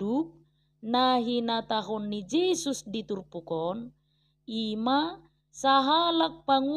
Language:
Batak Toba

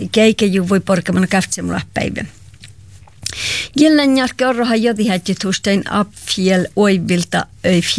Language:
Finnish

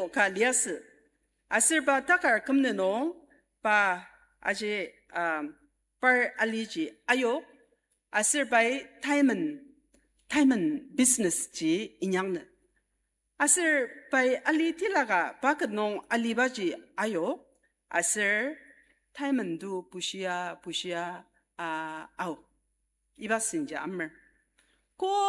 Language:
Ao Naga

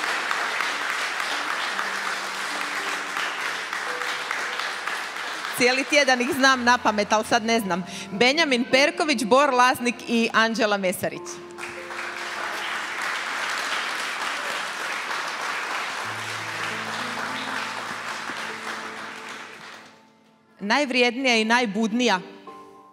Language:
Croatian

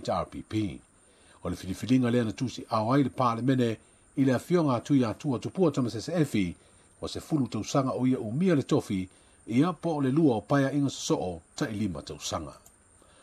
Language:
Samoan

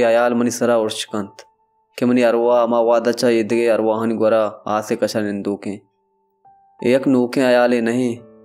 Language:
Baluchi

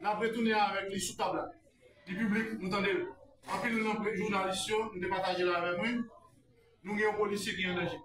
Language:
Haitian Creole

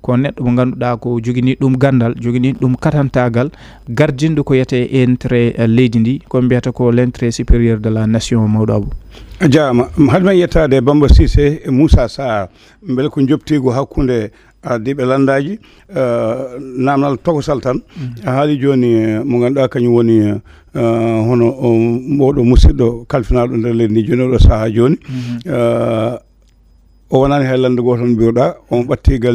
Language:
Fula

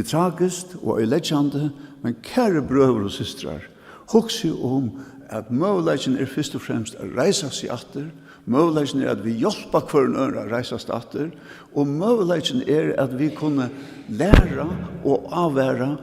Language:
Faroese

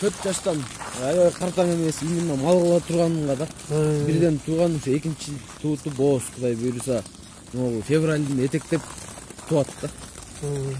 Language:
Kyrgyz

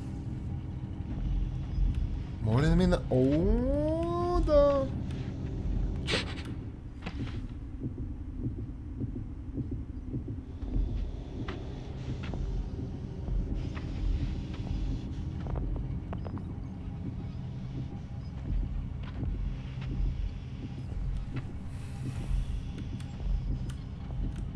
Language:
Bulgarian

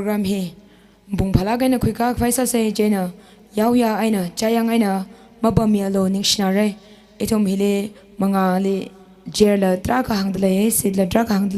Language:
Tangkhul Naga (India)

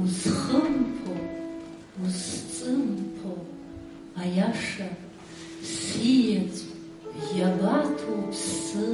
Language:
Abkhazian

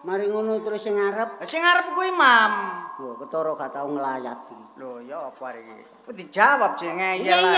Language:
Javanese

